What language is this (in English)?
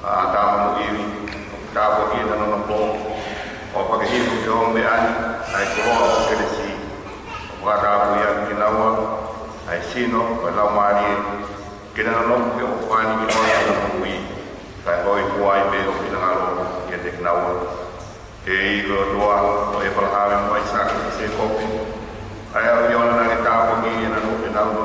Tongan